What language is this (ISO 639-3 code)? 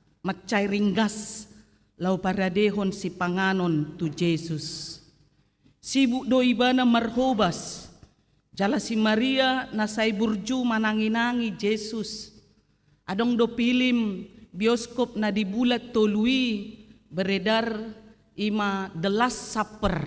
bbc